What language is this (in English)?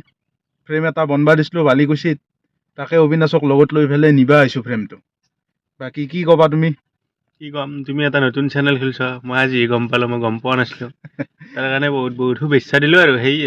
Assamese